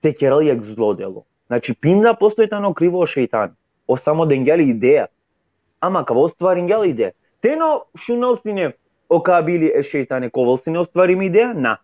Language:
Balkan Romani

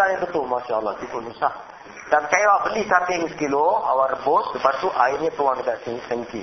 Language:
Malay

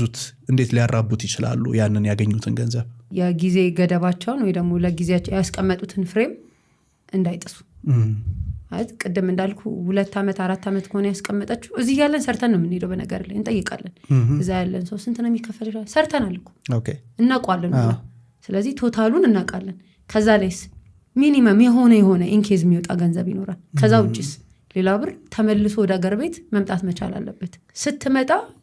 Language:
Amharic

